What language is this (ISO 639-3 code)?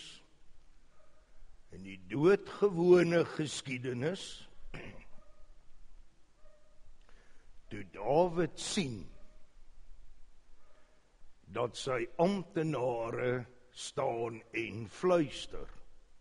afr